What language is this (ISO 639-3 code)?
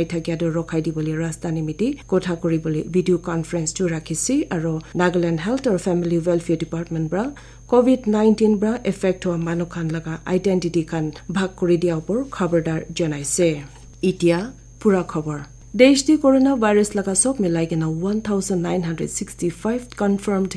nag